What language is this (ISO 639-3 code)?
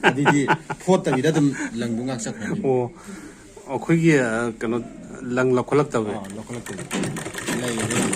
mni